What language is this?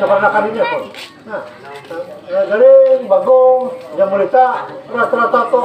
Banjar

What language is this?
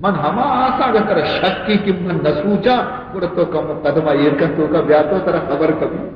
Baluchi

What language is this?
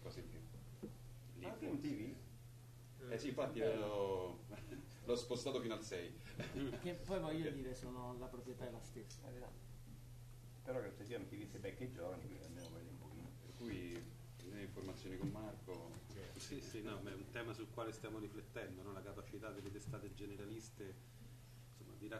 Italian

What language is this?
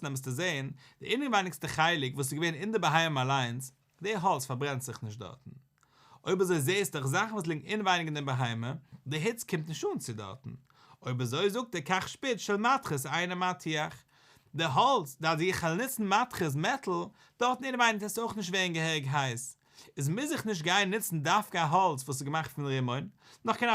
Yiddish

